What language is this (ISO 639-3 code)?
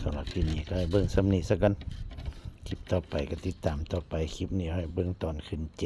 tts